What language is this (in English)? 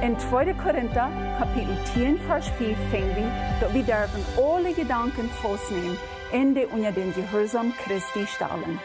Plautdietsch